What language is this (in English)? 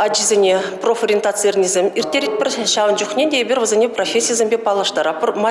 Chuvash